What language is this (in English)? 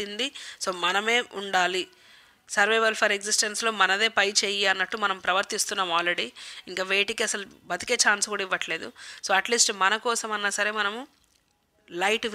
Telugu